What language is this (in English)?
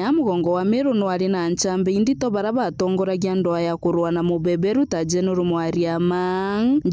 Meru